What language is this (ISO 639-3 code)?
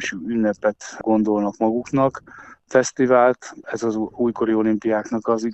hun